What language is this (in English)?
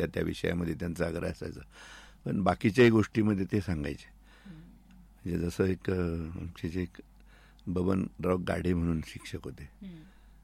Marathi